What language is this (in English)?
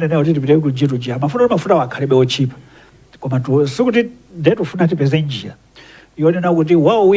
Nyanja